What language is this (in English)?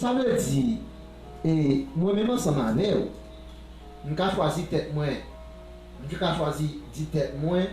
Haitian Creole